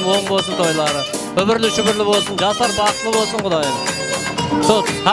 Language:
Kara-Kalpak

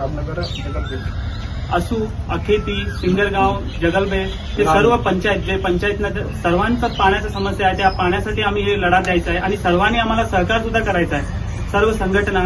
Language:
Marathi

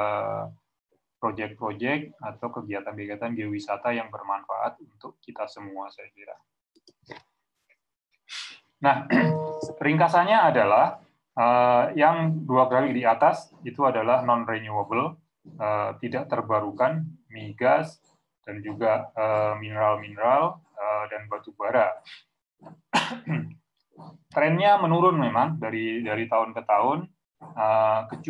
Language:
Indonesian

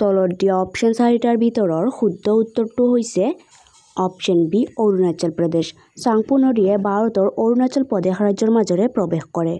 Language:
Assamese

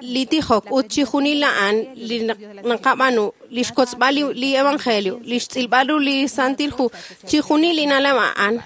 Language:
Kekchí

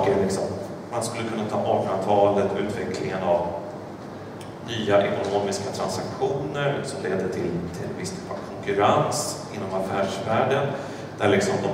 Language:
Swedish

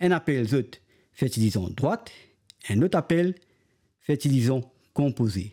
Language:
Morisyen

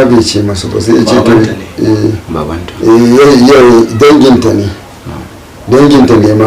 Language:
Hausa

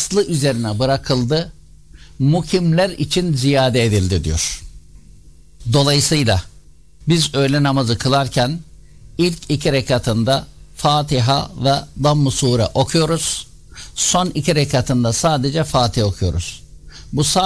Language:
Turkish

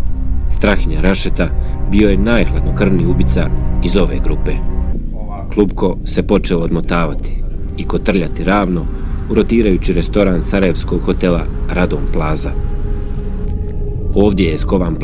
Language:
Bosnian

